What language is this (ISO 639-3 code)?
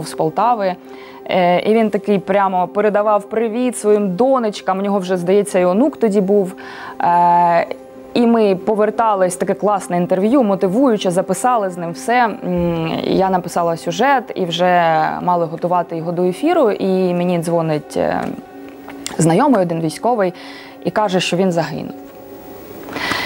ukr